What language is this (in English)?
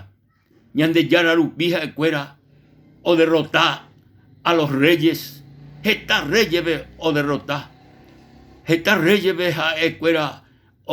Guarani